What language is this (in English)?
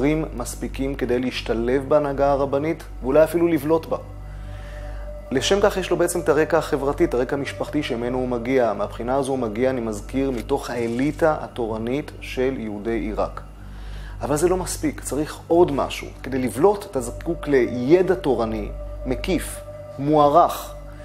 Hebrew